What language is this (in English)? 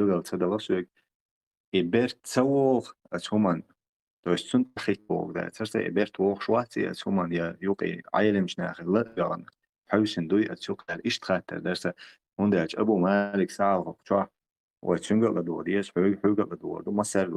Chechen